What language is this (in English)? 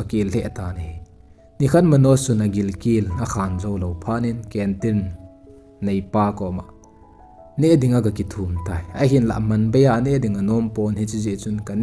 Thado Chin